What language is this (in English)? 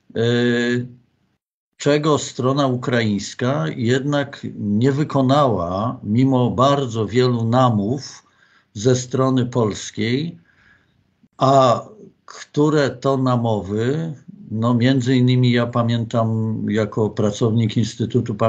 Polish